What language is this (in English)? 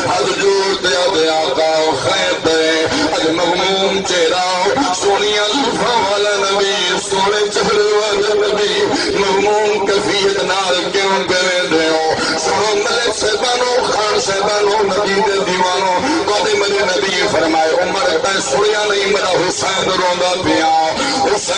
Saraiki